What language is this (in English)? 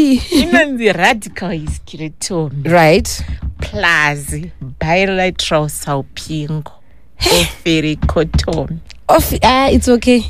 Shona